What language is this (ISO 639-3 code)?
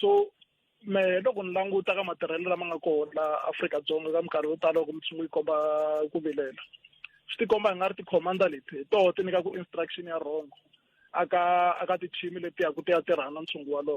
tso